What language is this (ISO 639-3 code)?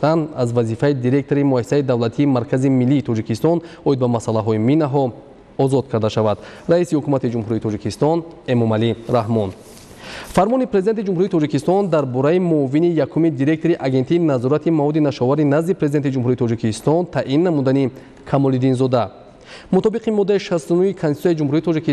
tgk